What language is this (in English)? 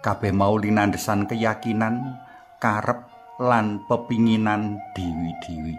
Javanese